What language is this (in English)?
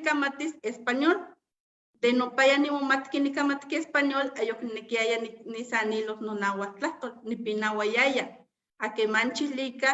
Eastern Huasteca Nahuatl